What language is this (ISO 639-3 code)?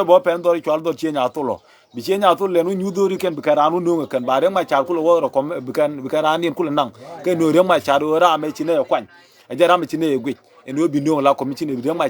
nus